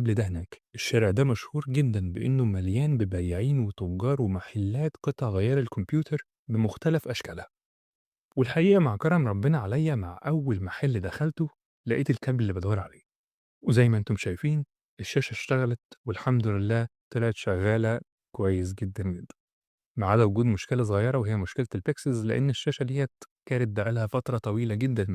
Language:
Egyptian Arabic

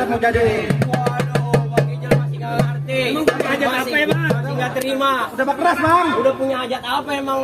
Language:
Betawi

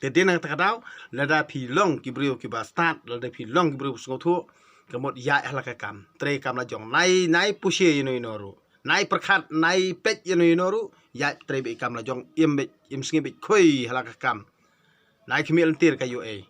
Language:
Khasi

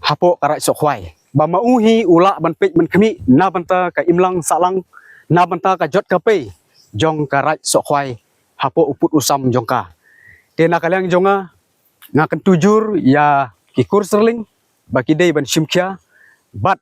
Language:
Khasi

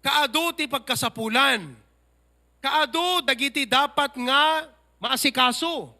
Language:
Iloko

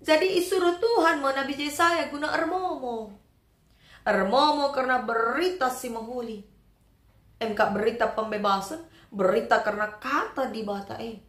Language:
Batak Karo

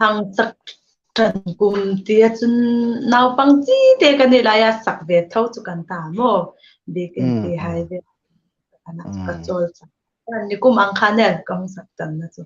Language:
Hmar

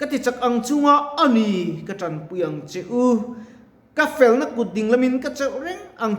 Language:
Mizo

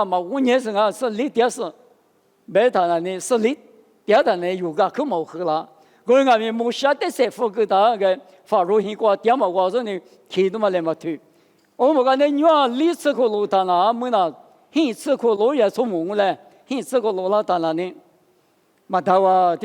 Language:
Lisu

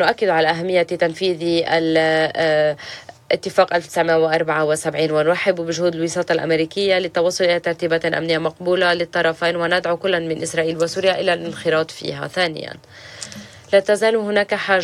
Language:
Arabic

